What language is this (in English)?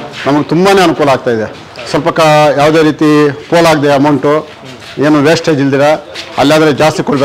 Kannada